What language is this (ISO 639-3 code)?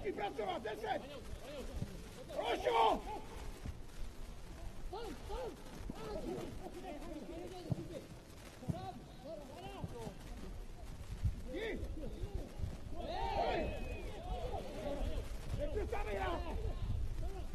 ces